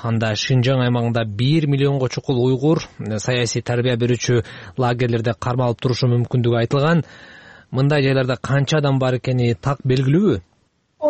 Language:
Kyrgyz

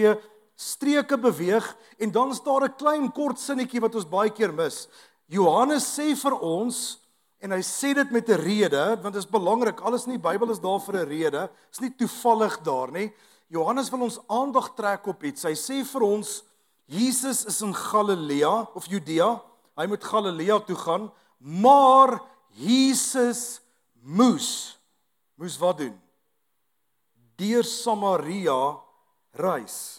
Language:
Afrikaans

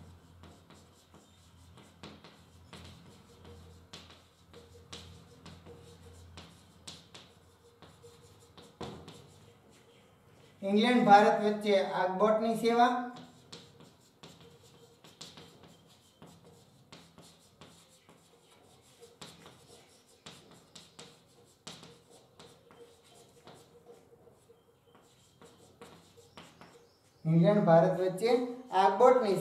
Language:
Gujarati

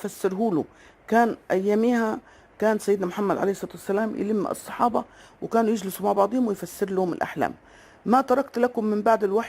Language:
Egyptian Arabic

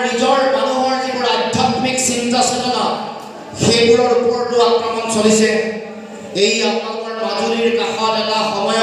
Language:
Assamese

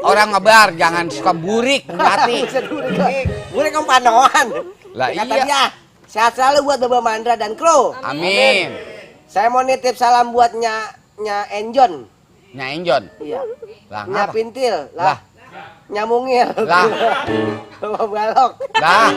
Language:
Betawi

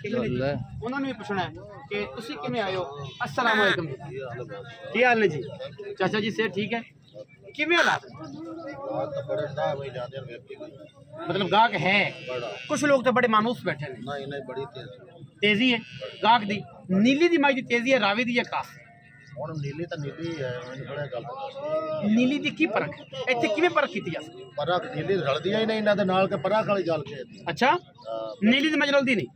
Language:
Punjabi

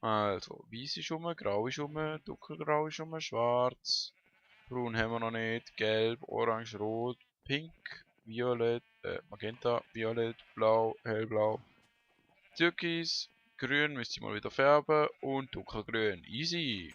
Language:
Swiss German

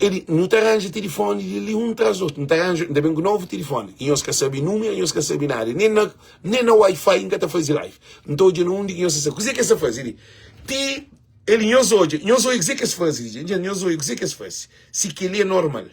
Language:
Kabuverdianu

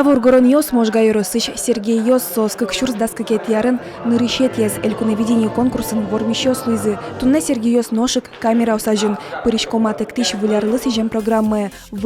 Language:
Udmurt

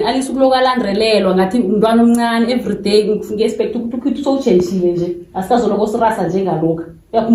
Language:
Zulu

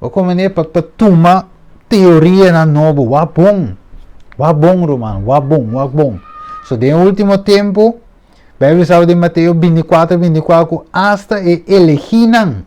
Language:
Papiamento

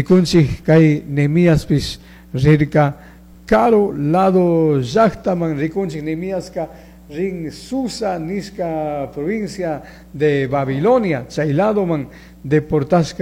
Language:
Chimborazo Highland Quichua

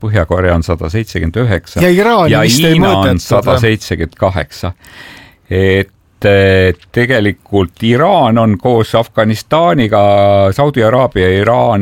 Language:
Estonian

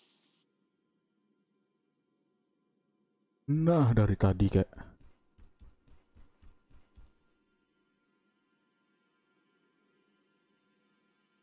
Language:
Indonesian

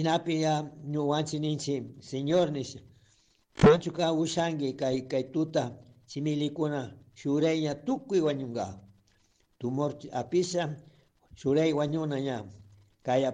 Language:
Chimborazo Highland Quichua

